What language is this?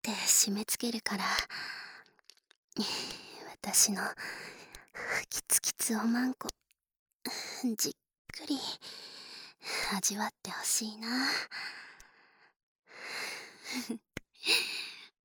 Japanese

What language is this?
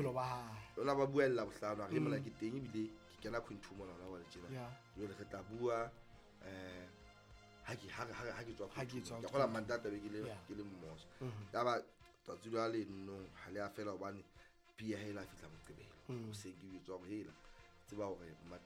Southern Sotho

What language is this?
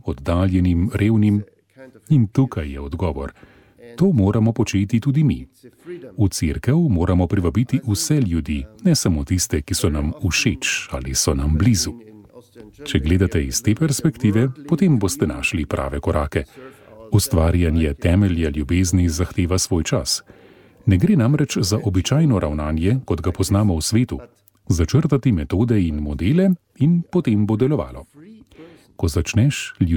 Slovenian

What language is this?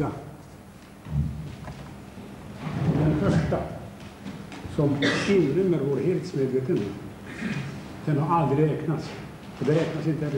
Swedish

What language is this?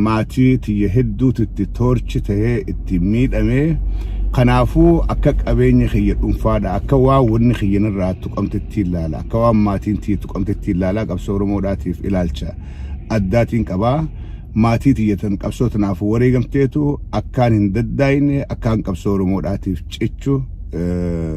Oromo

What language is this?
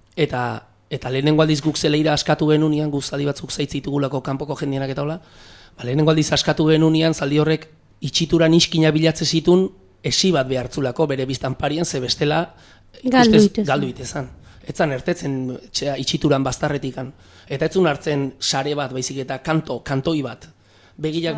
Basque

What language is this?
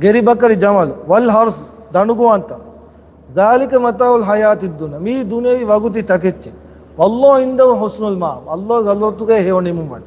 Divehi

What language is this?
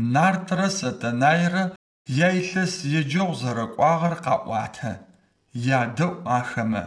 Adyghe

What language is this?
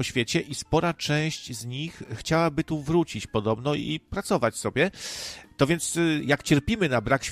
Polish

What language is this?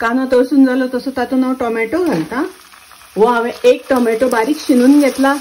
Konkani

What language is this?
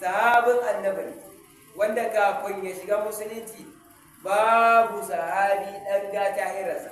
Hausa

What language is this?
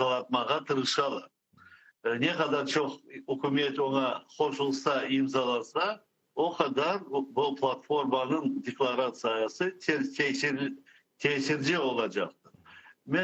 Crimean Tatar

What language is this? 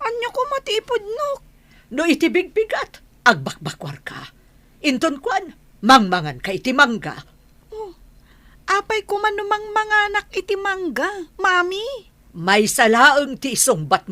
Iloko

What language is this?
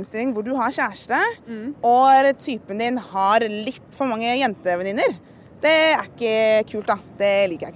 Norwegian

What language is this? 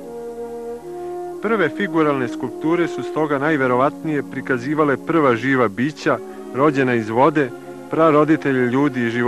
Serbian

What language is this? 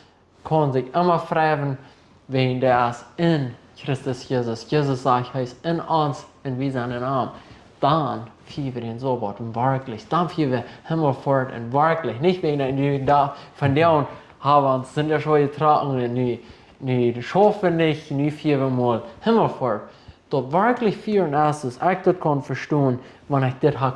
Plautdietsch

